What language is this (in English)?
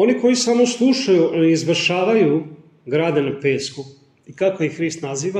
Serbian